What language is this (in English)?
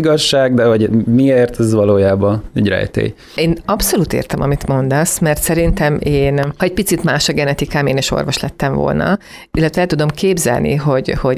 Hungarian